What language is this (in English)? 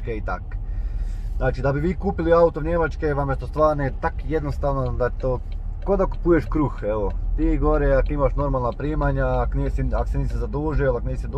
Croatian